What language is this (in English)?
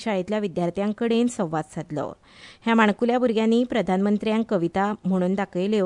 Konkani